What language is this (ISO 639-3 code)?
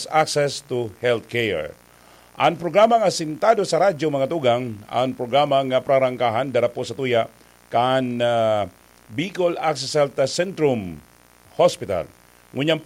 bik